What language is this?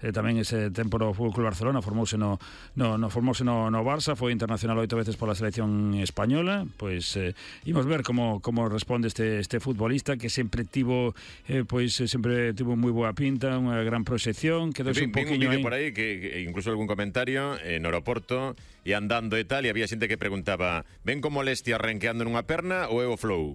Galician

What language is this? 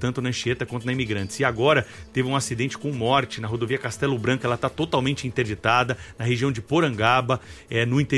Portuguese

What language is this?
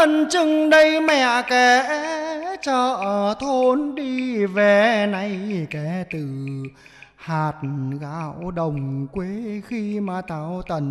Vietnamese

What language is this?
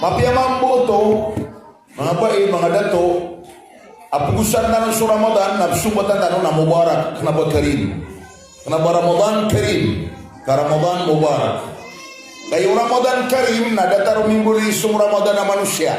Maranao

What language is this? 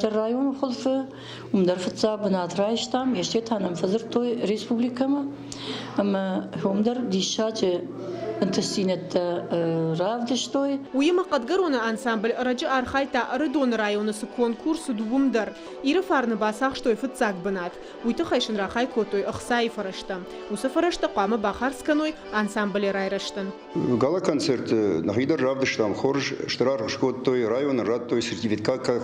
Ossetic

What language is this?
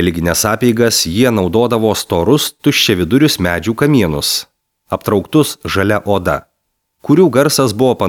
Lithuanian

